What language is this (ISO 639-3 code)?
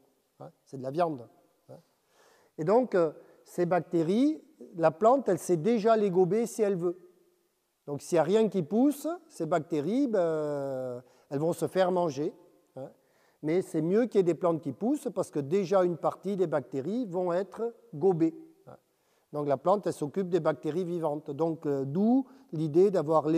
fra